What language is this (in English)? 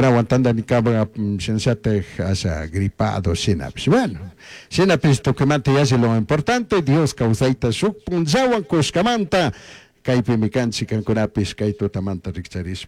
Chimborazo Highland Quichua